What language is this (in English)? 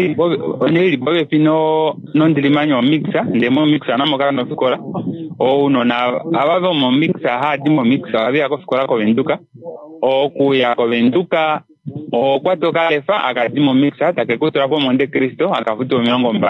Kuanyama